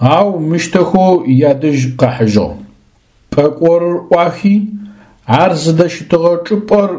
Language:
Adyghe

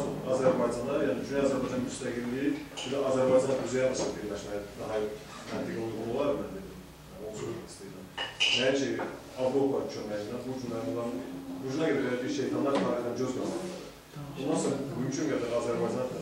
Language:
South Azerbaijani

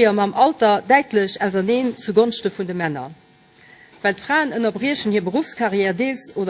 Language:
Luxembourgish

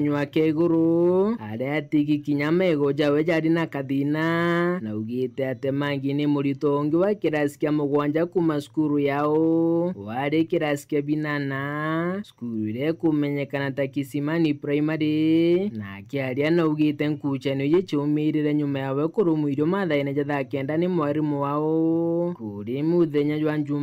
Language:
Meru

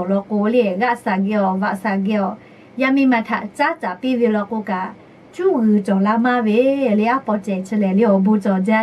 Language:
Lahu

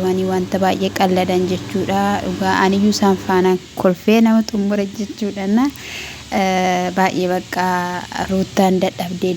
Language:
Oromo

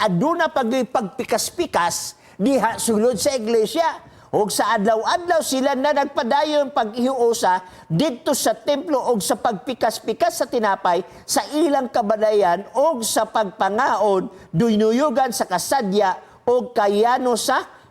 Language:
Cebuano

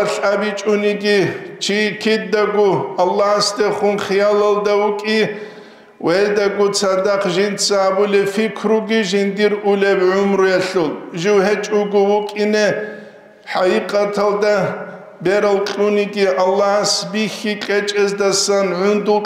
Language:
Avaric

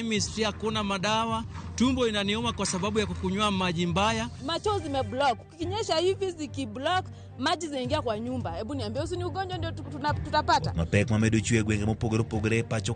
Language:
Luo (Kenya and Tanzania)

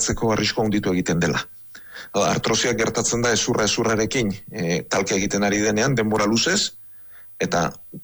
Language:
Basque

